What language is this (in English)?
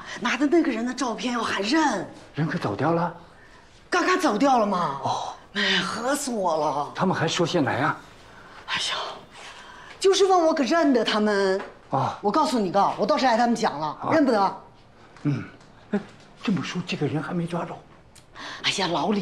Chinese